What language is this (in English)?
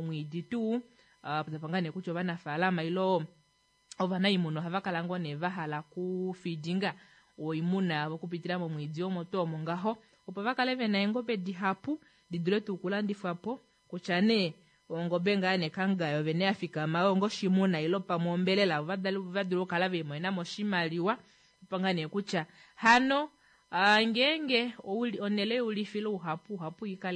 Kuanyama